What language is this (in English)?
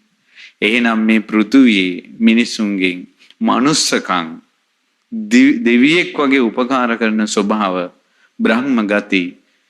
Sinhala